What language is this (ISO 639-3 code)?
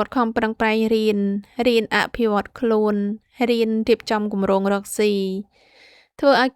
khm